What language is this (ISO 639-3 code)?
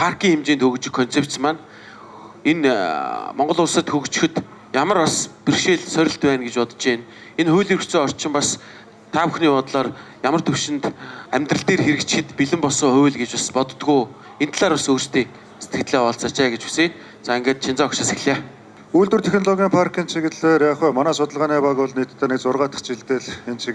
mon